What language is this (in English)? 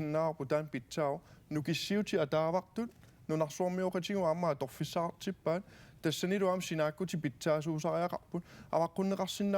Kalaallisut